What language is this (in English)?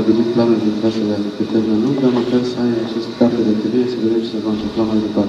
Romanian